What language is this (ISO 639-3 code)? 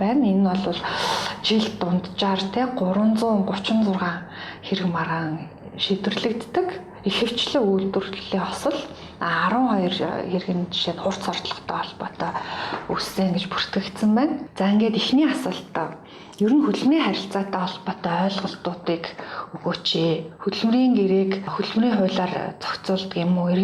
mon